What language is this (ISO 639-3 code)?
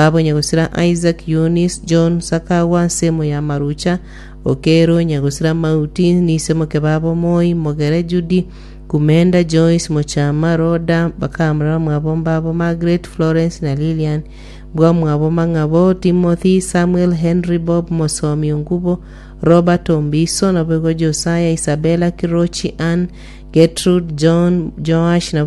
guz